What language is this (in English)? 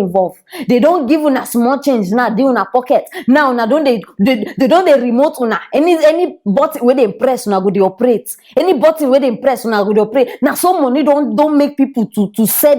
Nigerian Pidgin